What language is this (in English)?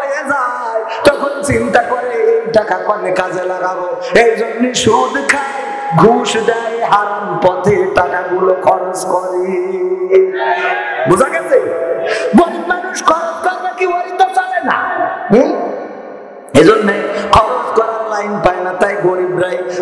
Bangla